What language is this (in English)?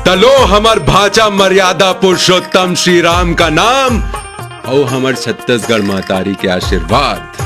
Chhattisgarhi